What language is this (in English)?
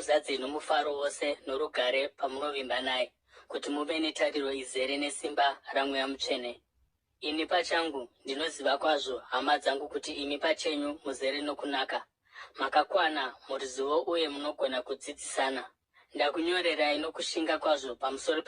Shona